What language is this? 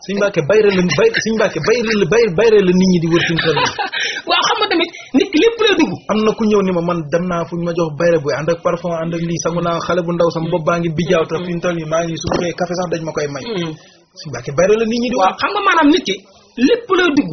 Wolof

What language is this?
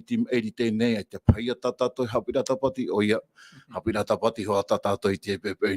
Tahitian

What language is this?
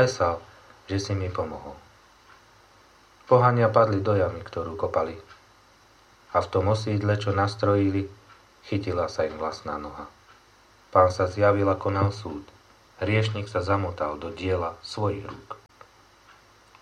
Slovak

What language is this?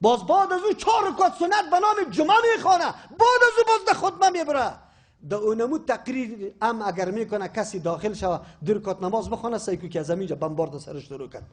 Persian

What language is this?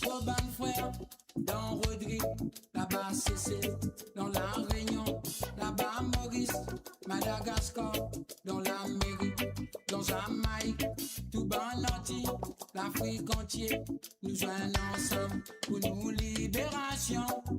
Morisyen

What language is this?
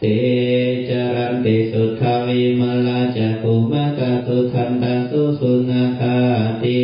Pali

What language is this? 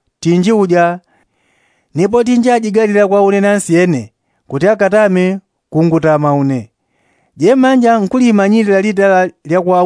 Yao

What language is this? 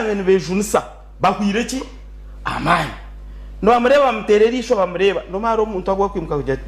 Nyankole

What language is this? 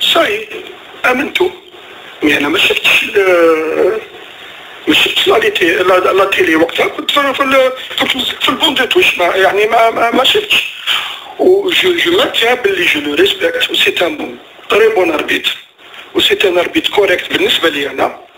Algerian Arabic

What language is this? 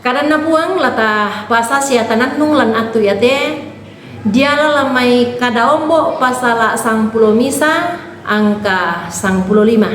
Toraja-Sa'dan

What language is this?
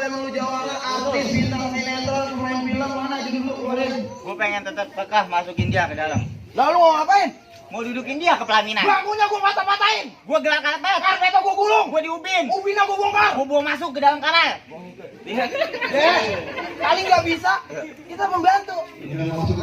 Betawi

